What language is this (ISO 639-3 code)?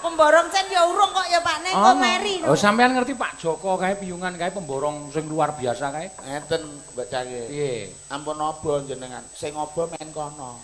jav